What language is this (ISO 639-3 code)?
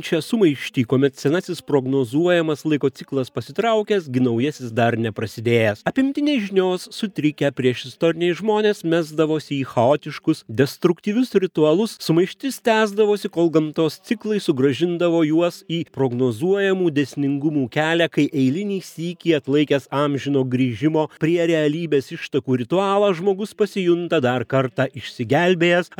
lit